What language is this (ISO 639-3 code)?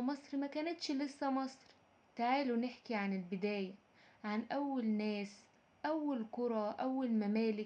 arz